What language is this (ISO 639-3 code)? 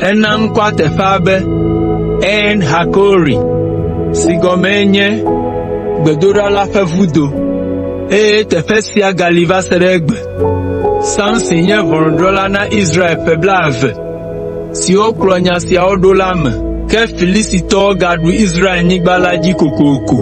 ewe